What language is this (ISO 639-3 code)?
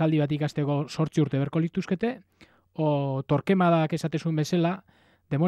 eus